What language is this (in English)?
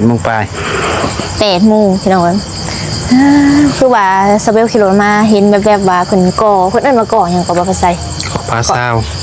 Lao